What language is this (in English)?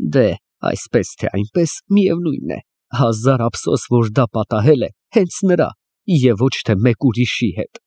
Armenian